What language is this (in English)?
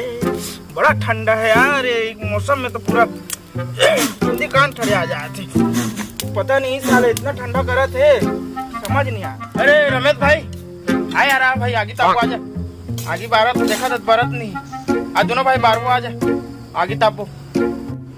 Chhattisgarhi